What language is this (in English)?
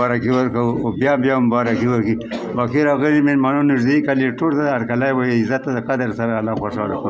Pashto